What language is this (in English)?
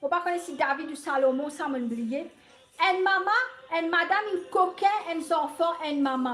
Morisyen